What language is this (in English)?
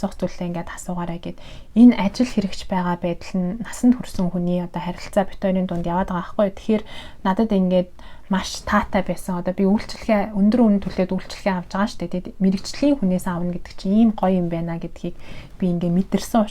Mongolian